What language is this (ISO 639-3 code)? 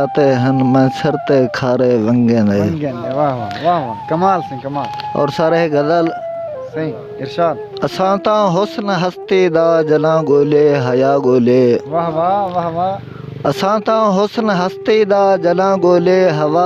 skr